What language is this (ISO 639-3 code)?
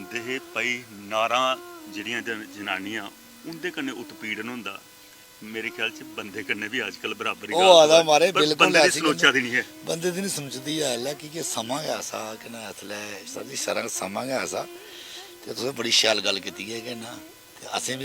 doi